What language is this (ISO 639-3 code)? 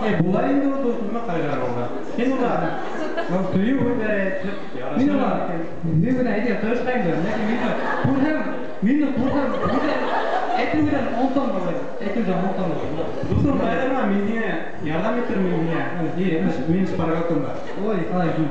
bak